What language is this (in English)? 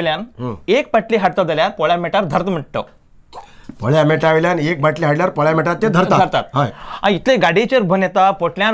Konkani